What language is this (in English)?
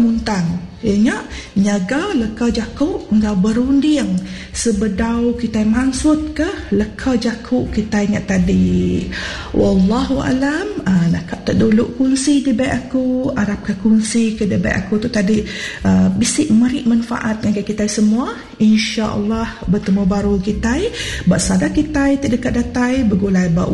Iban